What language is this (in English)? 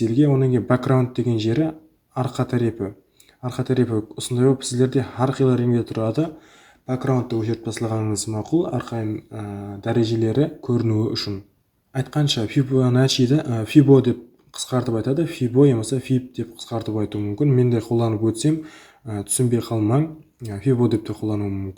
Kara-Kalpak